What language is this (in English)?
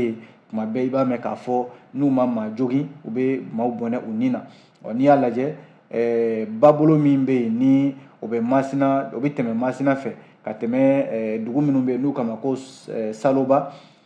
Bambara